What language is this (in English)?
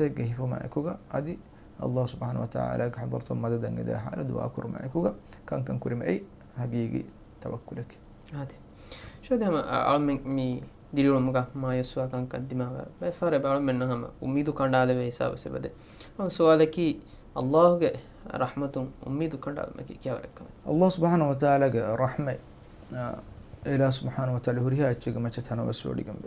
Divehi